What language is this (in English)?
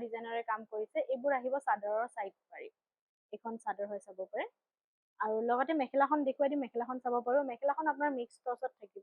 Assamese